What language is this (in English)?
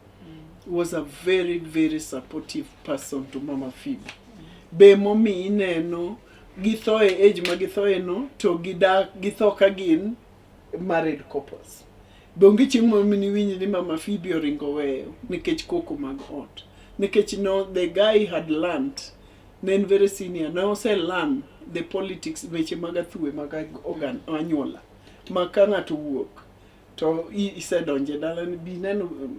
Luo (Kenya and Tanzania)